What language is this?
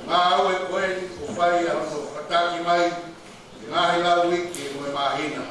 Tongan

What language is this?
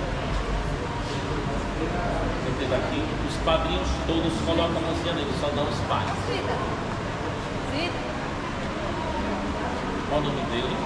Portuguese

